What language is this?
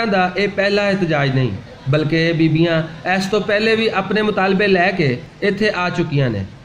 Western Panjabi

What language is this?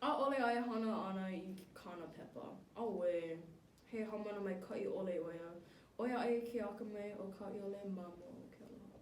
Hawaiian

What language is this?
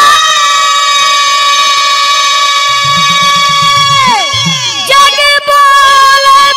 Bhojpuri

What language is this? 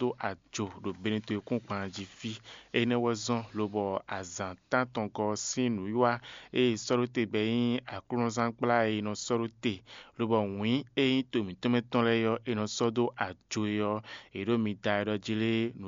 Fon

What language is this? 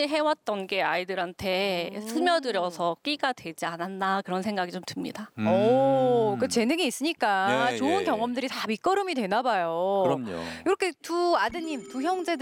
Korean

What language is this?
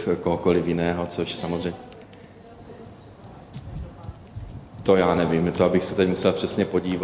Czech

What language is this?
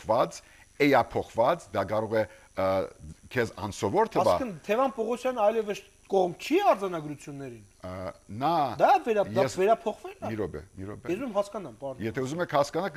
Armenian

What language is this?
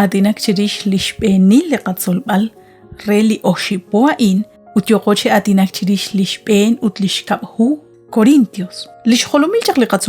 Kekchí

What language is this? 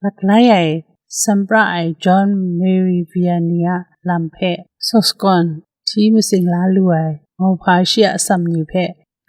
Kachin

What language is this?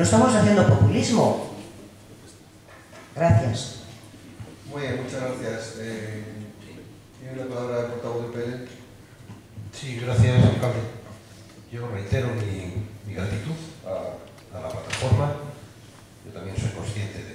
Spanish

